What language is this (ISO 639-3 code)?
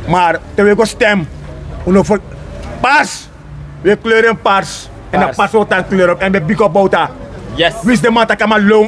srn